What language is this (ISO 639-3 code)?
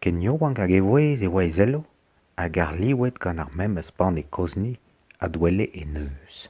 bre